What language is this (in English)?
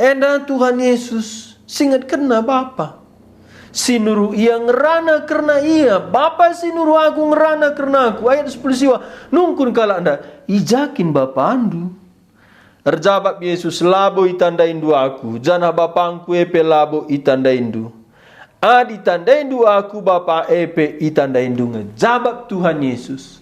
Batak Karo